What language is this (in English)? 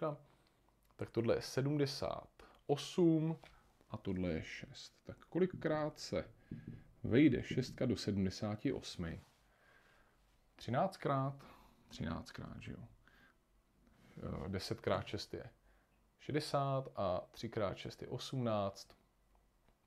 Czech